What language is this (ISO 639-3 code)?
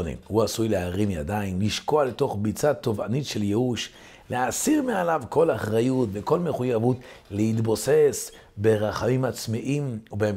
heb